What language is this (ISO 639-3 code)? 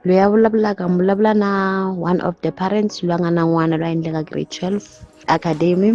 tso